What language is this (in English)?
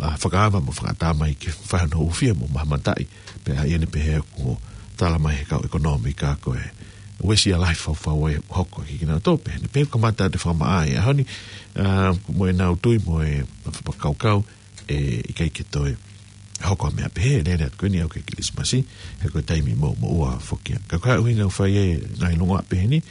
Tongan